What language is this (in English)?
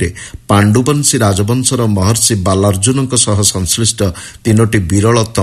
Odia